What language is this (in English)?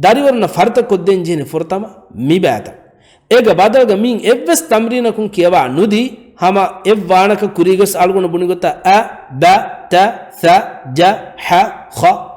Divehi